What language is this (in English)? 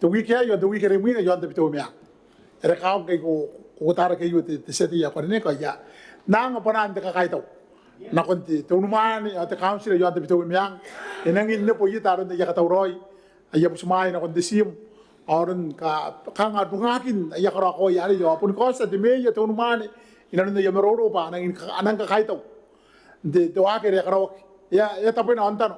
Gilbertese